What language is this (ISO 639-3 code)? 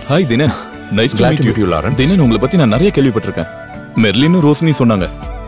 tam